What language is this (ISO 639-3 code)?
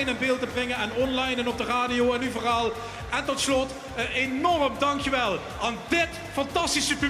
lim